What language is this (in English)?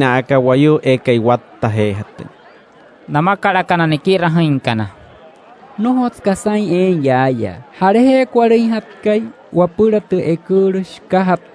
Wayuu